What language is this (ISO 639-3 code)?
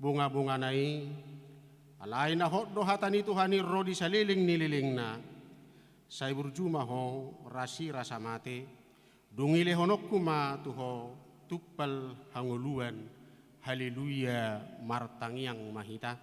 bbc